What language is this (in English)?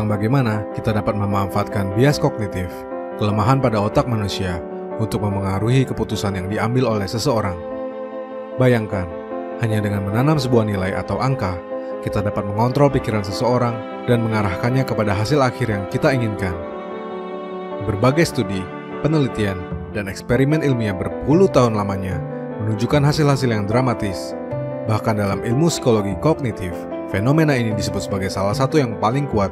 Indonesian